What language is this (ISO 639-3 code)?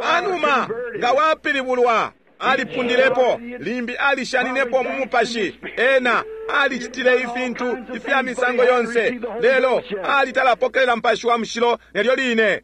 bem